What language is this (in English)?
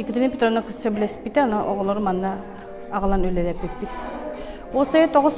Yakut